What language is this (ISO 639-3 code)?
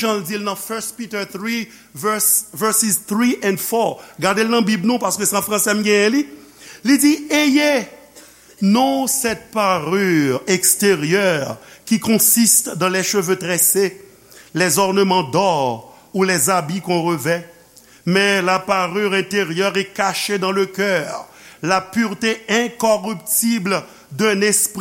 hat